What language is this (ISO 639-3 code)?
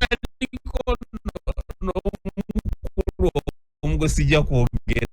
lug